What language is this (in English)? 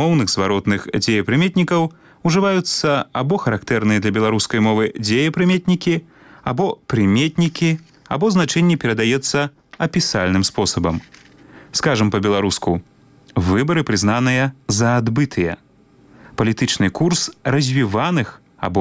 Belarusian